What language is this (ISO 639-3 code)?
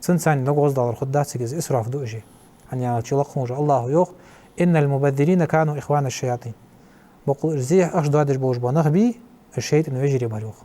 inh